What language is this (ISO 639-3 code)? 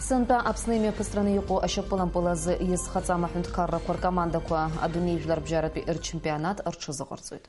abk